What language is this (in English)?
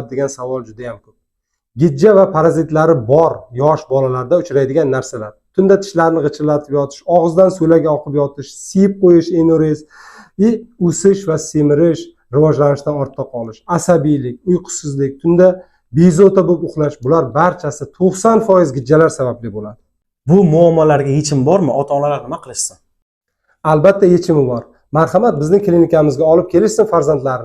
Uzbek